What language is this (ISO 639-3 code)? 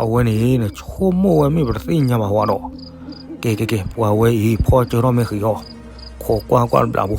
ksw